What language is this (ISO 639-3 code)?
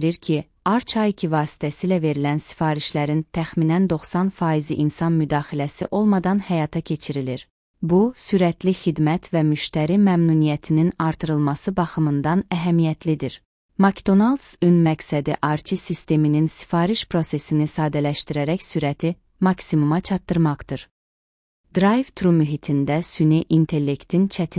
aze